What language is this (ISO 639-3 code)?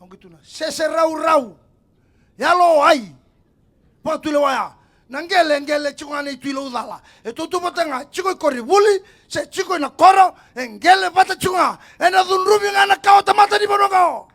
fij